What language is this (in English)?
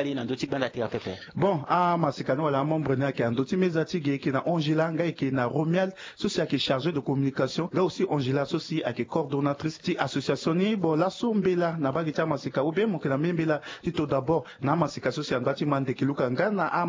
Sango